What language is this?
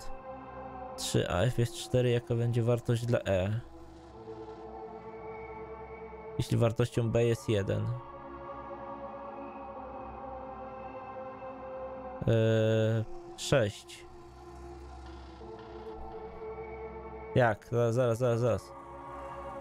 Polish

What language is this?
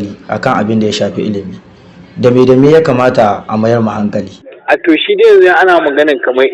Hausa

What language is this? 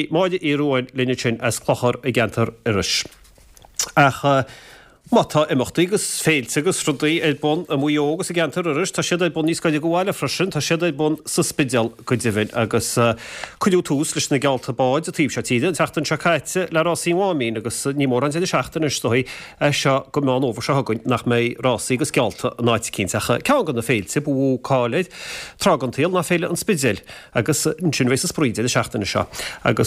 Irish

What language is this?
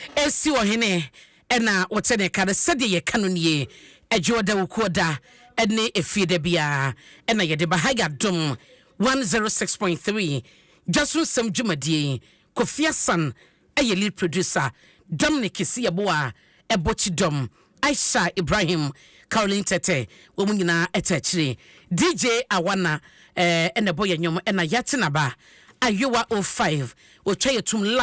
Akan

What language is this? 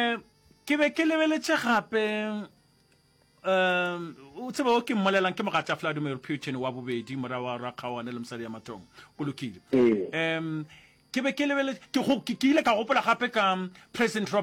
Northern Sotho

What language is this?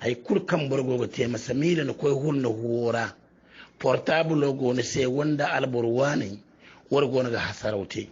Hausa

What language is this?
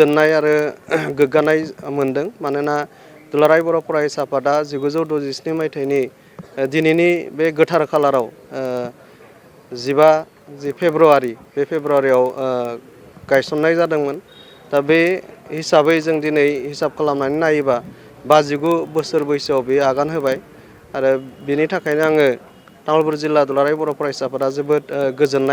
Bodo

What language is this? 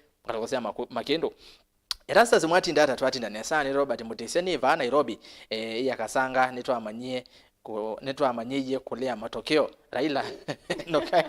Kamba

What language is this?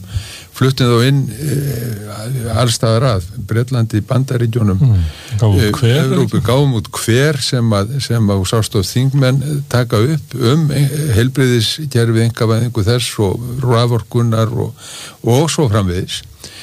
Icelandic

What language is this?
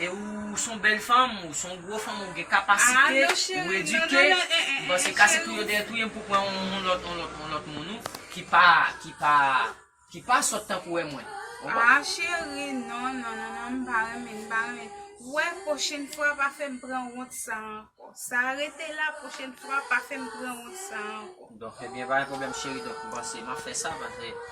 Haitian Creole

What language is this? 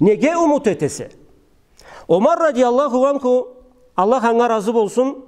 Karachay-Balkar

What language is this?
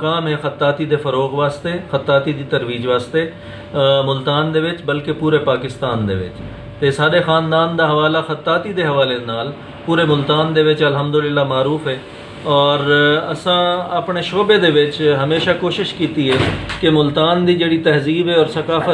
Saraiki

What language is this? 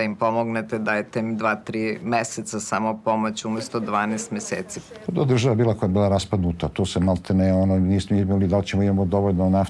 Serbian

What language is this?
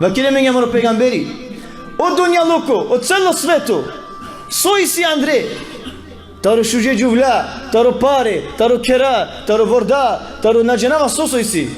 Balkan Romani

